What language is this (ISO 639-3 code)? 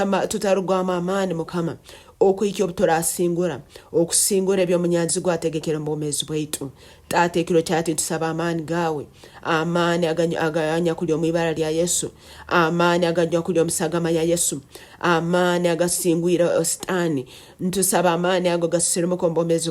nyn